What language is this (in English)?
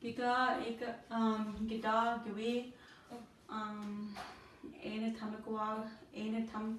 Chippewa